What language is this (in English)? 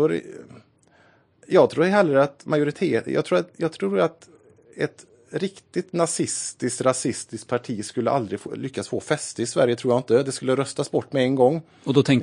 Swedish